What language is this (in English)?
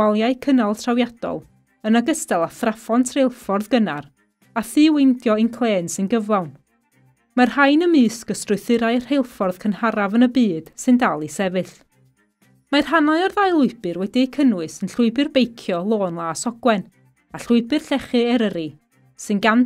Welsh